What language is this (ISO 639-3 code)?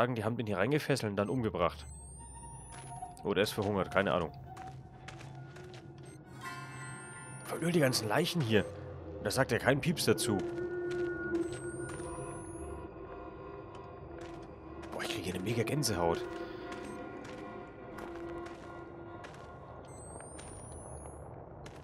deu